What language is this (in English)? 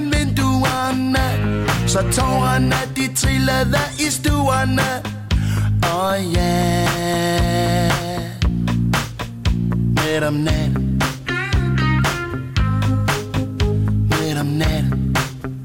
Danish